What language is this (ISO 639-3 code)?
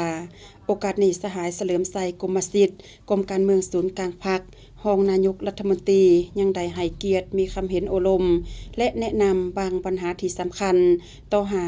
lao